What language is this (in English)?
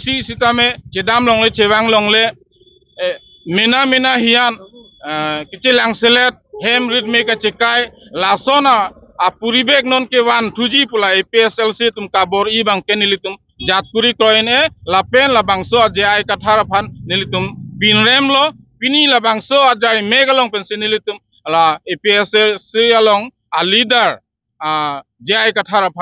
Karbi